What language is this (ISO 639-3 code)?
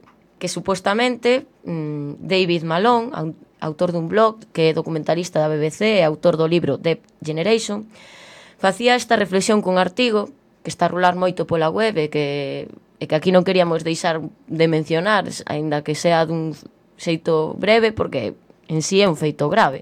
glg